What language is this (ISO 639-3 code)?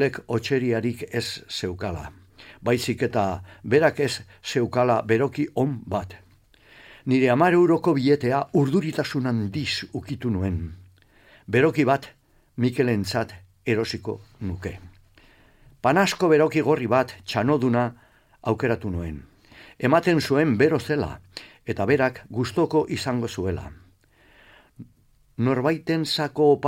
eus